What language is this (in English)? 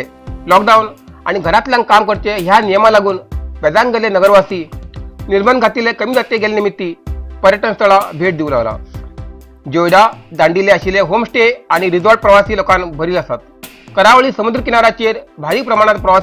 Konkani